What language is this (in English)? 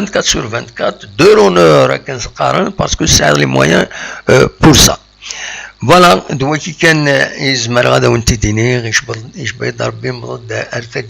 Kabyle